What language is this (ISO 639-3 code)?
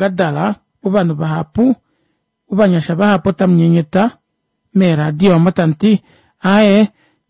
kua